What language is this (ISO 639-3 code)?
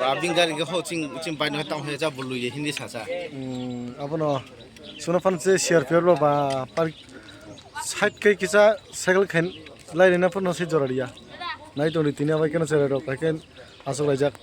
trp